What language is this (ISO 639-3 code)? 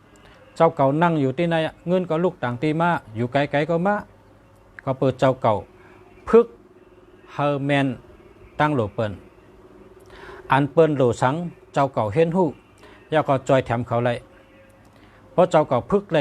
shn